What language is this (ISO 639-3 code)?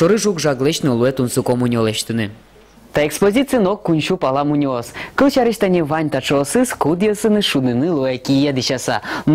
udm